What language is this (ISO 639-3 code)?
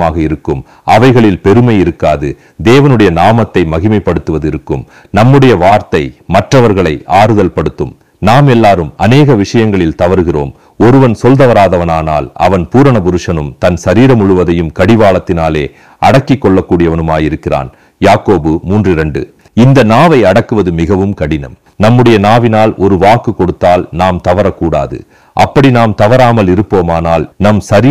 tam